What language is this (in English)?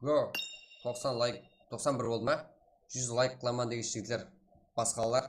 Kara-Kalpak